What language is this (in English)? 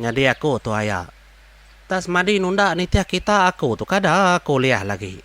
Iban